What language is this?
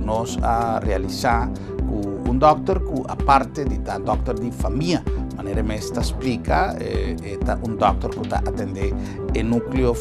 Papiamento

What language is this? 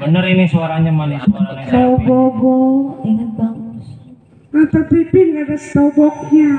Betawi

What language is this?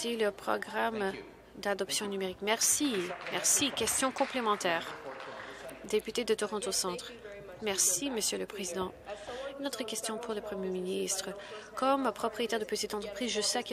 French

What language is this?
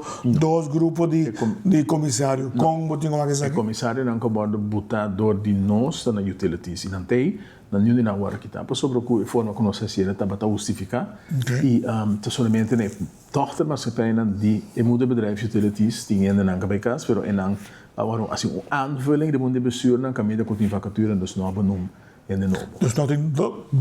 Papiamento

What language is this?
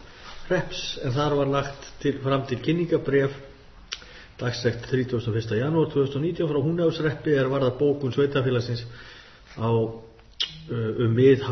Icelandic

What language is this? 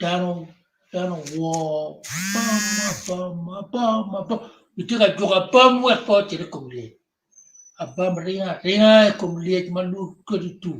Acoli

